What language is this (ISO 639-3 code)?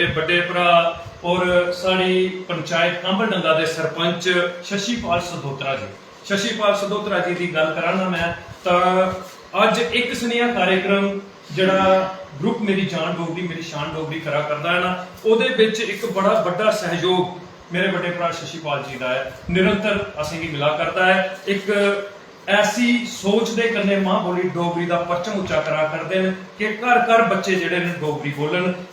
doi